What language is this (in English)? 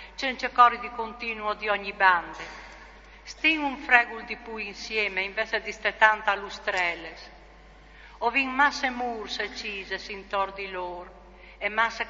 Friulian